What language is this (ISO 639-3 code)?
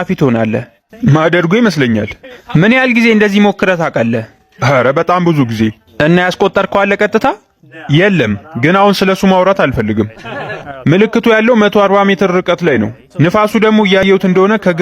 amh